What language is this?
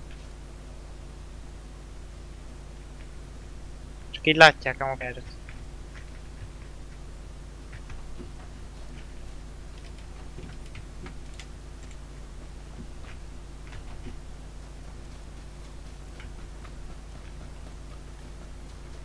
Hungarian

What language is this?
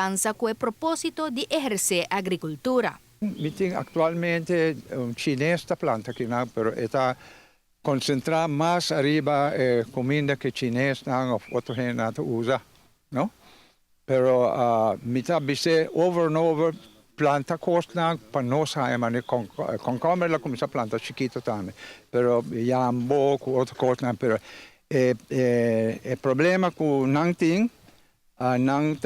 Papiamento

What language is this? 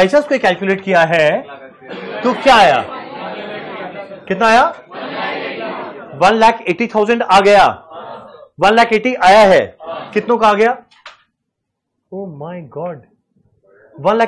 Hindi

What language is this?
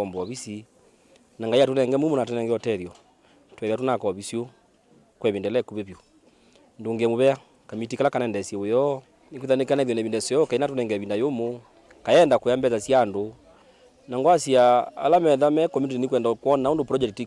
Kamba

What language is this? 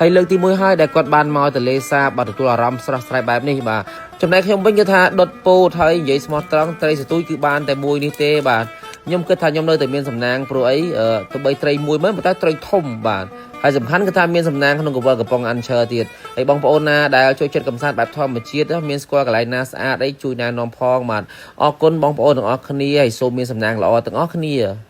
Khmer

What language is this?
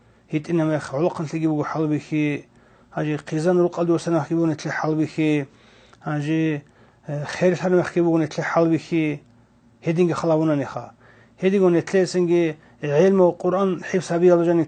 Avaric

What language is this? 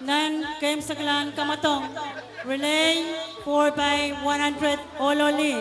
Pohnpeian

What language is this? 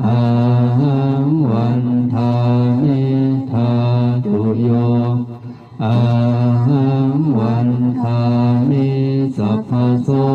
Pali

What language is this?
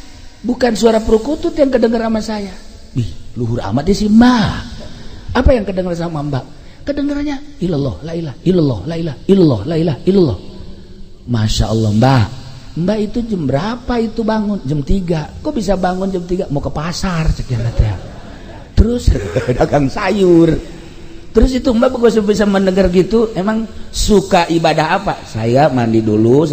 Sundanese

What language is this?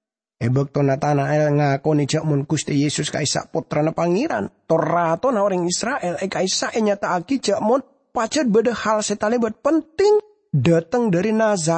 Madurese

